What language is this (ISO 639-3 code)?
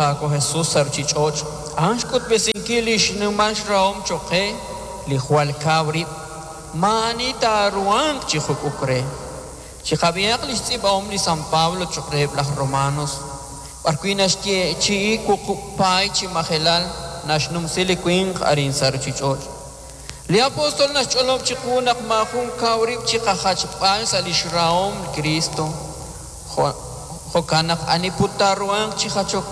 kek